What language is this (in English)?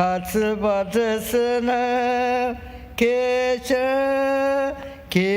Ao Naga